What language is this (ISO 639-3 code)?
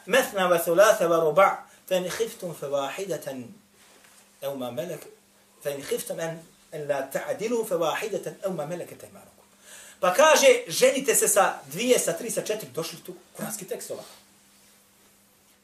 bos